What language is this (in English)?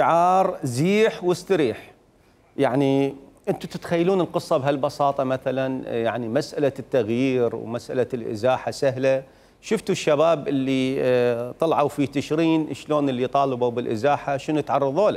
Mesopotamian Arabic